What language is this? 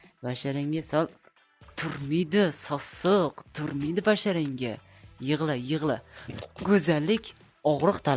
Uzbek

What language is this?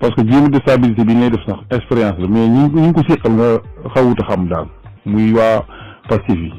Wolof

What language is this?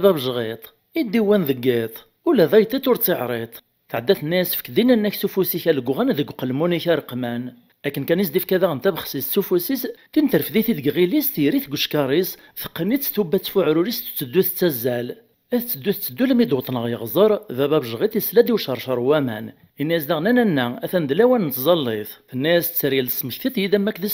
Kabyle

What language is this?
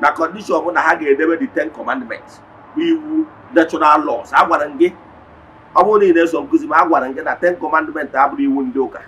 Igbo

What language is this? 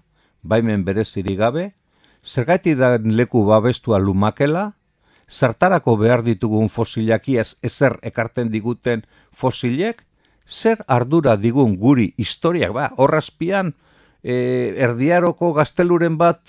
Basque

